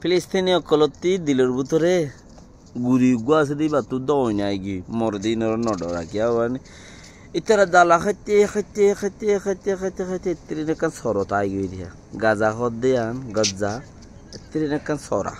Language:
Rohingya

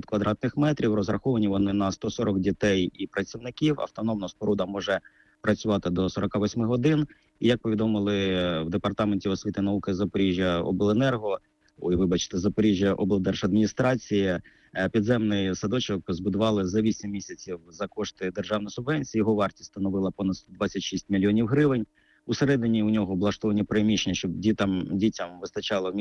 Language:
Ukrainian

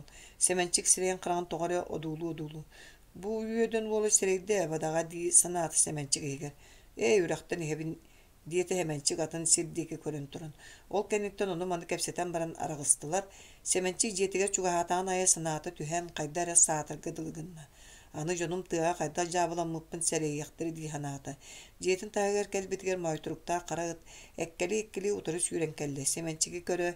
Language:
Yakut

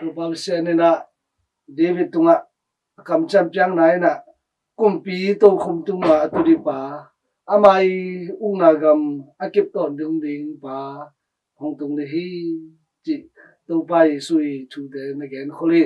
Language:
Tedim Chin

